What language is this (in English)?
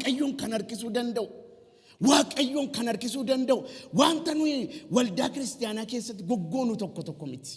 Oromo